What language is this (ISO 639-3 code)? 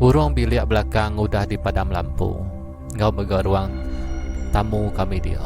iba